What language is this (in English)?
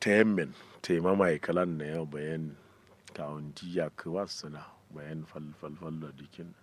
Kanuri